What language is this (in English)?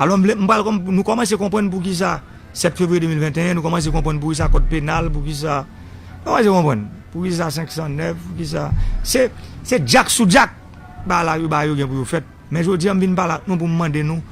Haitian Creole